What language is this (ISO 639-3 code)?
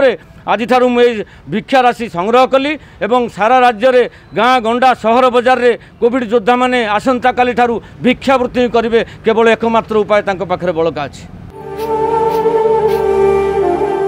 ori